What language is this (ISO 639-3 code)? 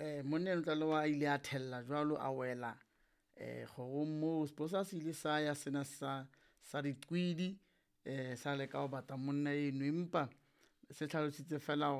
sot